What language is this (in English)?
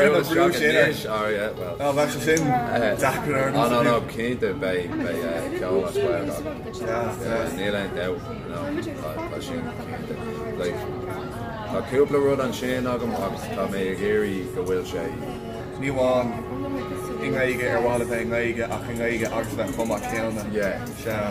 Irish